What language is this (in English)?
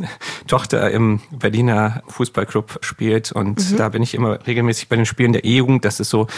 German